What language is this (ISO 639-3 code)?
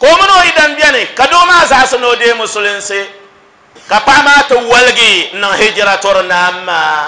dag